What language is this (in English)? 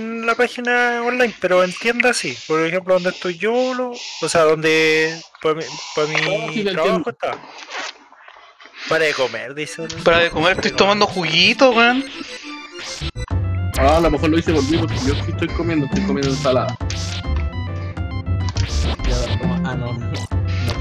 Spanish